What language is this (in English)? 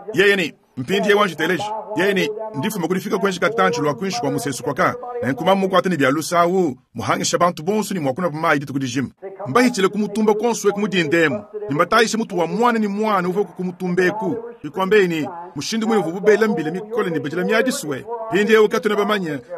Luba-Lulua